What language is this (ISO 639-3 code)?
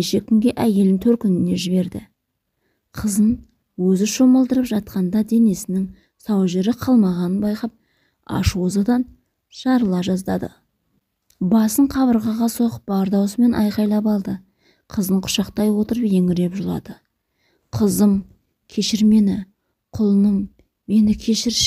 kaz